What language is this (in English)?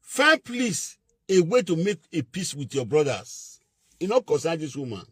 Nigerian Pidgin